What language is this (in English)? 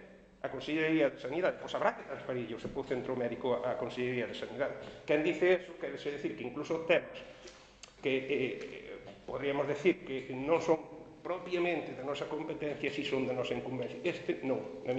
Galician